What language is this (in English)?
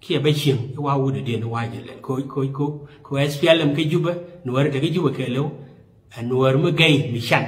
Nuer